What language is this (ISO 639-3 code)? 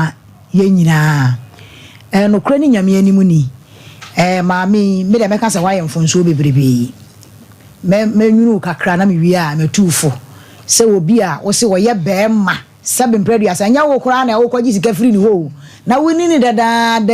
aka